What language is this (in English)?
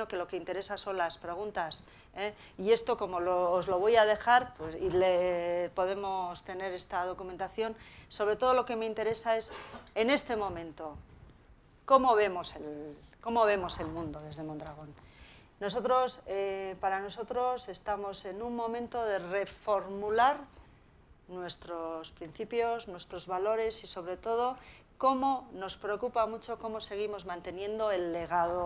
Spanish